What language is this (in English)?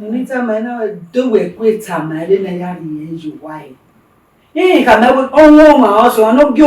Bini